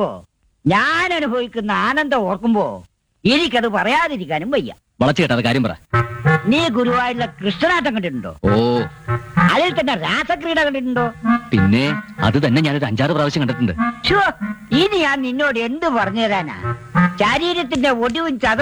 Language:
Malayalam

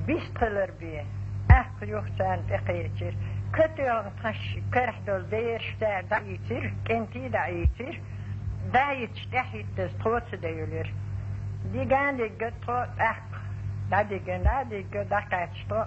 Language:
Chechen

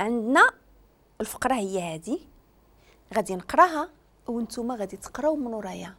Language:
Moroccan Arabic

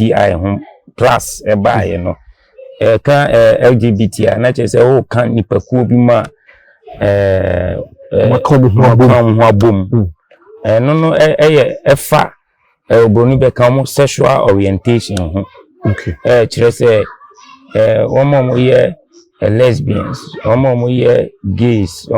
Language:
Akan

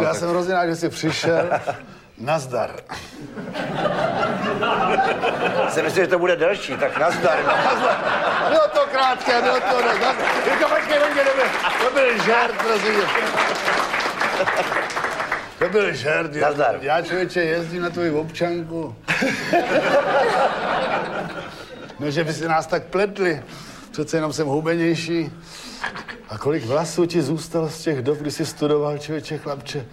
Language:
Czech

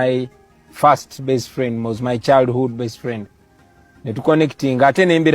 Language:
Ganda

